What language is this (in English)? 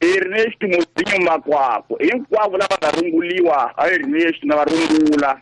Tsonga